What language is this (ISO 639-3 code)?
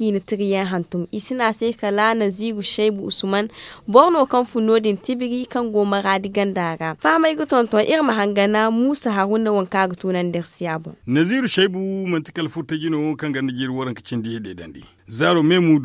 dje